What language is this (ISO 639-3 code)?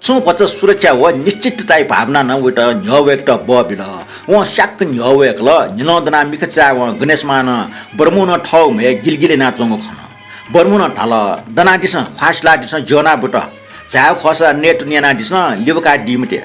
new